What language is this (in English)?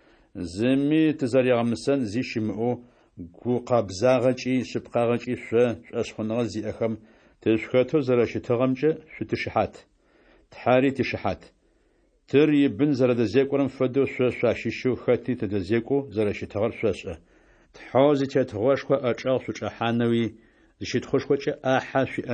Adyghe